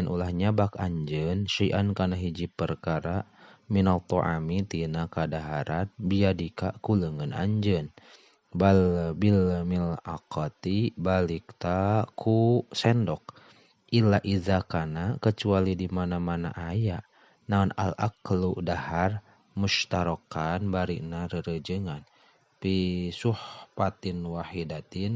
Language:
Sundanese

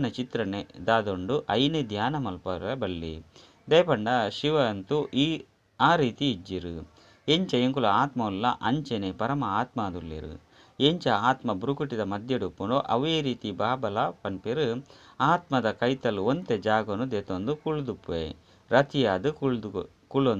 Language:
Tulu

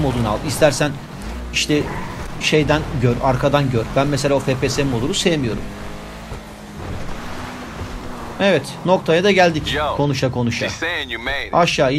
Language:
Turkish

